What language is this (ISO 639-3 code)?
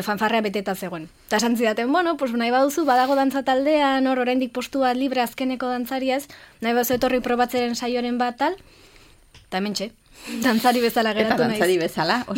eus